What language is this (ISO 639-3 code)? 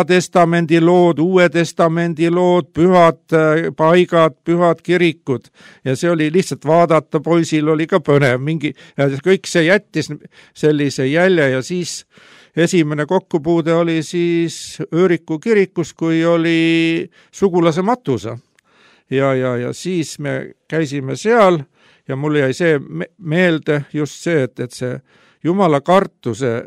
est